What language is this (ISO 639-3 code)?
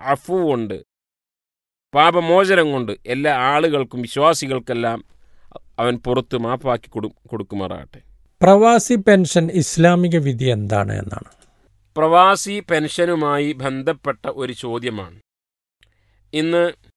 mal